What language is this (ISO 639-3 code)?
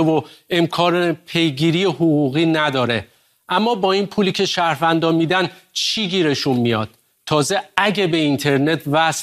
fas